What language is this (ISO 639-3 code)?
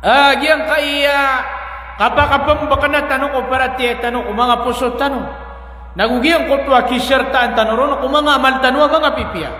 mrw